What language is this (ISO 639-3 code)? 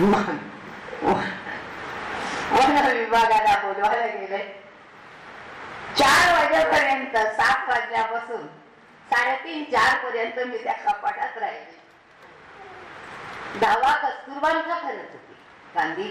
mar